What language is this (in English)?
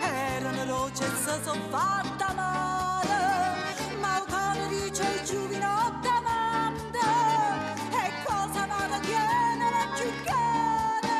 Neapolitan